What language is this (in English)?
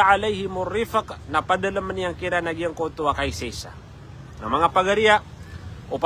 Maranao